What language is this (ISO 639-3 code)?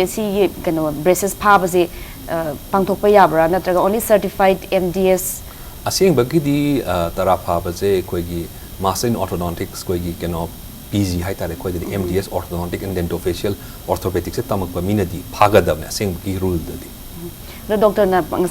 mni